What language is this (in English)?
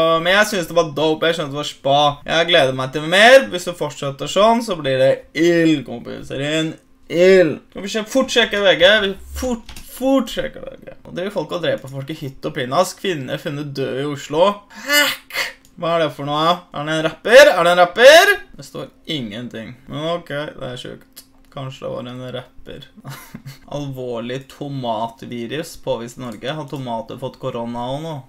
Norwegian